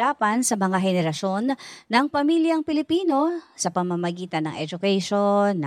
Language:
Filipino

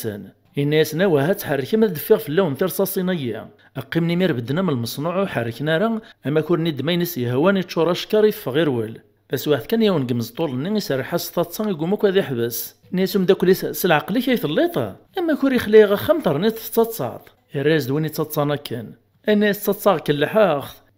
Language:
Kabyle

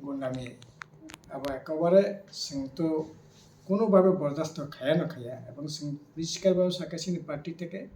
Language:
Kok Borok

